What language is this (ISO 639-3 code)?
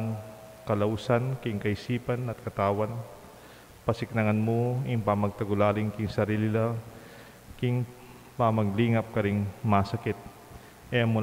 pam